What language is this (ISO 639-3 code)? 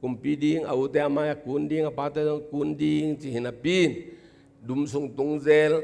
ctd